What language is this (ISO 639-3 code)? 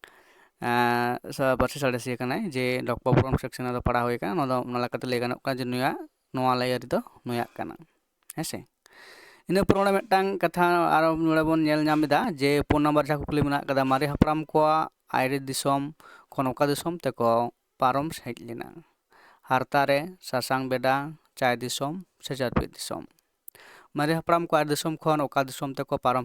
sat